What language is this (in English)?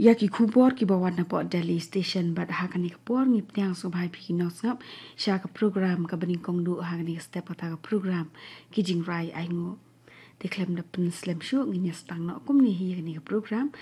Khasi